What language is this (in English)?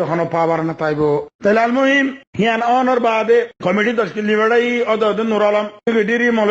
Rohingya